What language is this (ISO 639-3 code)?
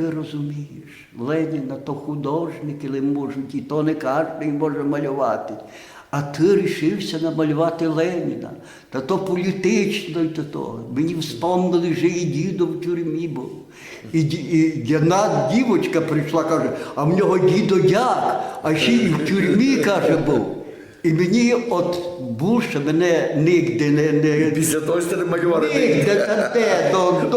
rue